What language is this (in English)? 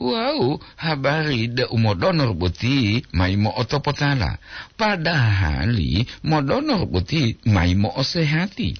Gorontalo